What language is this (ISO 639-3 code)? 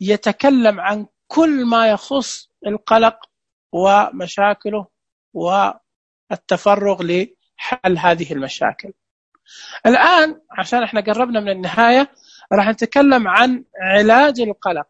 ars